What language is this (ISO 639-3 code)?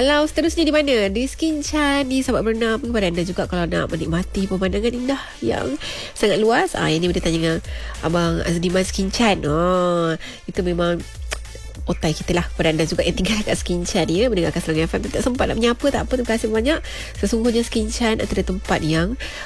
msa